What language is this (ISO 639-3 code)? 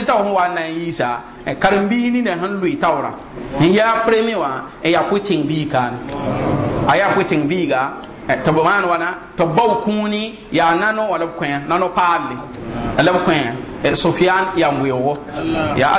mos